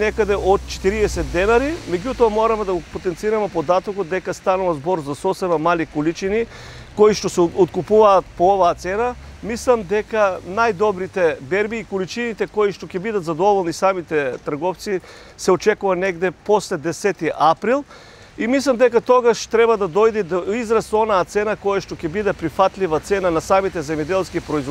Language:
Macedonian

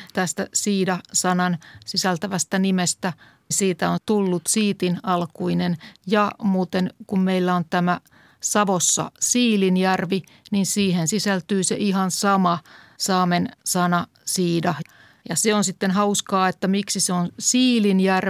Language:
Finnish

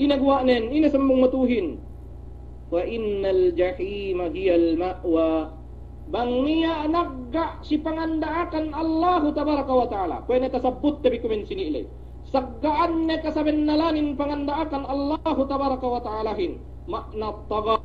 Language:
Yakan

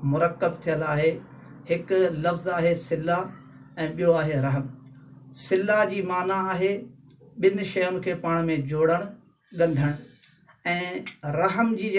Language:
Sindhi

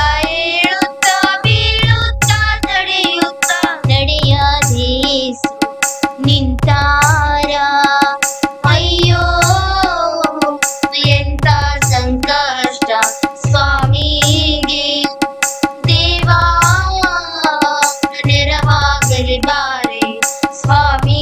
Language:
Kannada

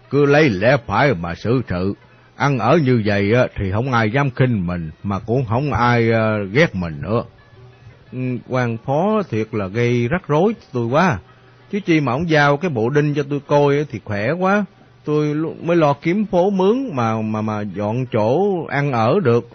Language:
Vietnamese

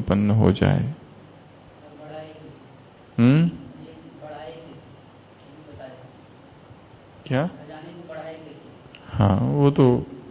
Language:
Hindi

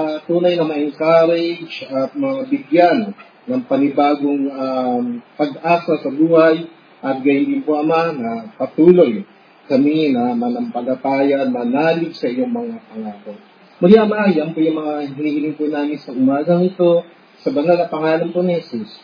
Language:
Filipino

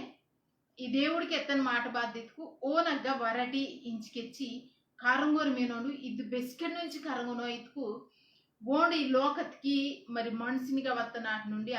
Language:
Koya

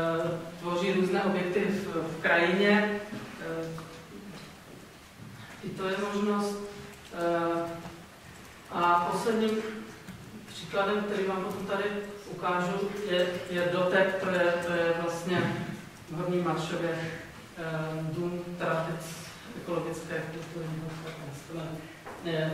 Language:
Czech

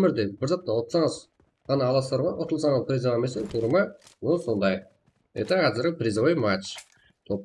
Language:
Kara-Kalpak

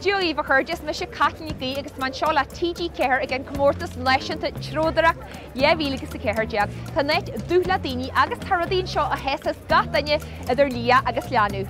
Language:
Irish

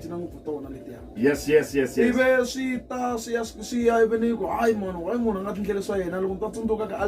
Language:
Tsonga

